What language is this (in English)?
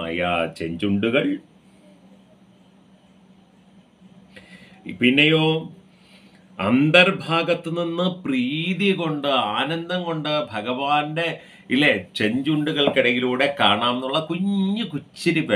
Malayalam